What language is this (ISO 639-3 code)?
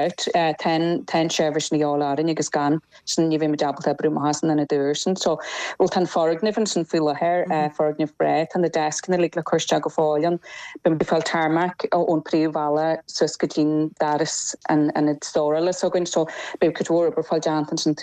gle